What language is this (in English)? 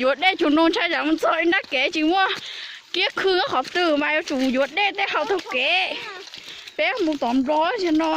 Hmong